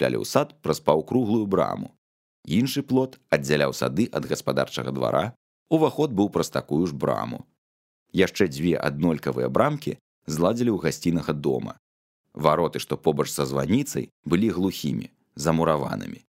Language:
Belarusian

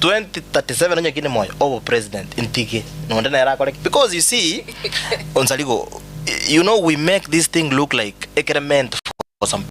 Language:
Gusii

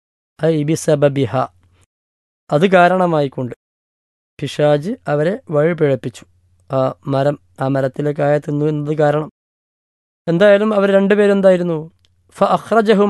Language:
Malayalam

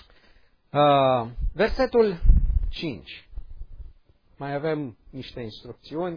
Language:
Romanian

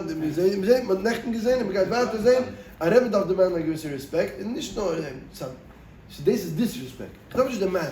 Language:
Yiddish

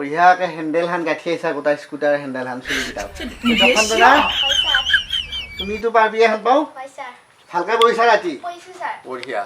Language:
Assamese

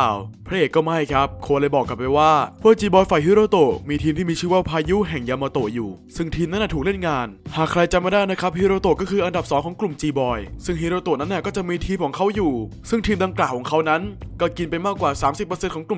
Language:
Thai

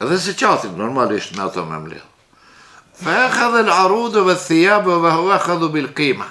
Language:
Albanian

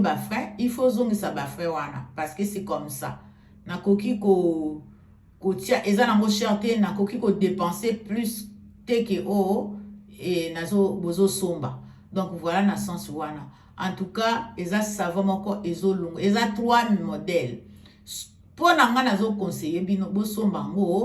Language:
Lingala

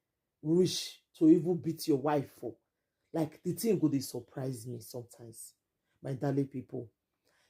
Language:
Nigerian Pidgin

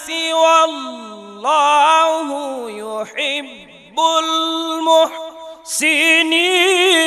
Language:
Arabic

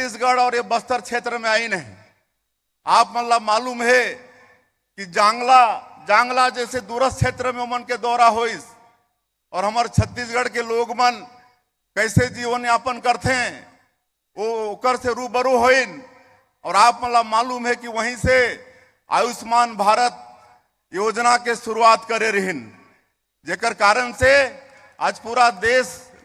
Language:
Chhattisgarhi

